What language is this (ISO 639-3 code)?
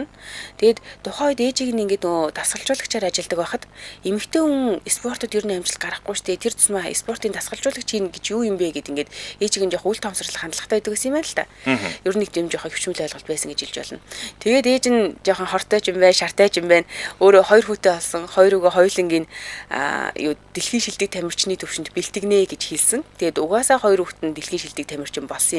mon